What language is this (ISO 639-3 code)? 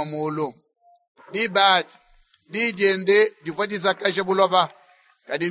lua